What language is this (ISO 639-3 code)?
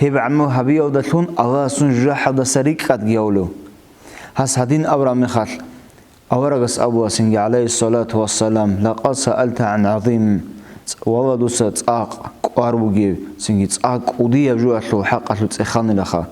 ava